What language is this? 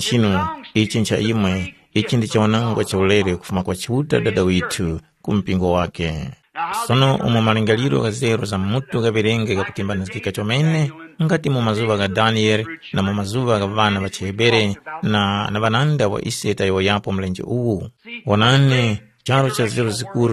Tumbuka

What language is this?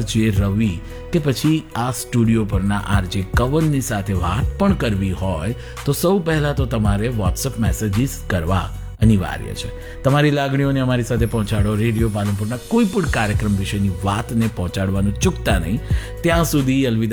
Gujarati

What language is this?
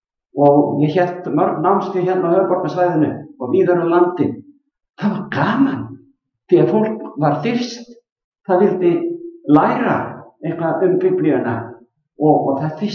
Icelandic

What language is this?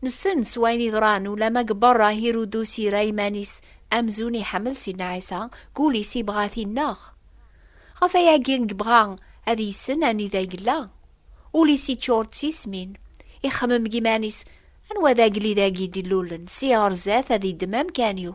Kabyle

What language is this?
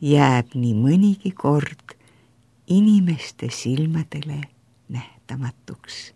Estonian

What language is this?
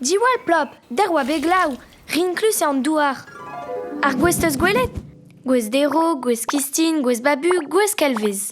Breton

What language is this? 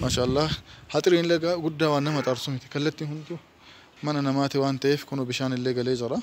Oromo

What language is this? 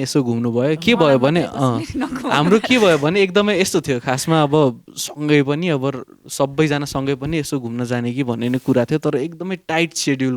Nepali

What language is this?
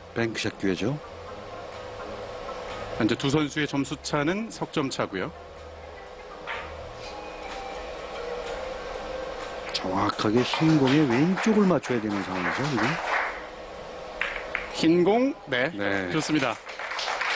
Korean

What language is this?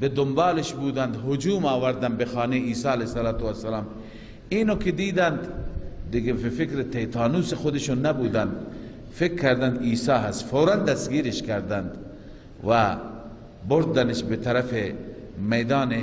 Persian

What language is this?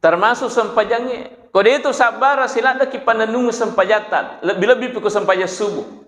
Buginese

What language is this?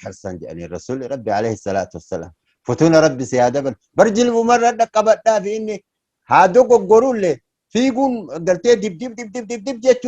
Oromo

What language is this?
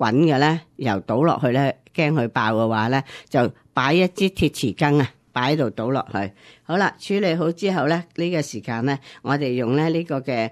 Cantonese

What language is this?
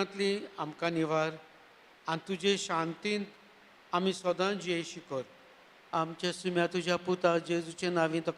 Konkani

